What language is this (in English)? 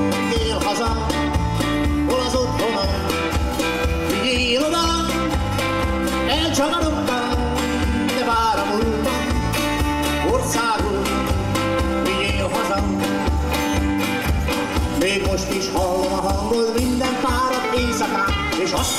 Hungarian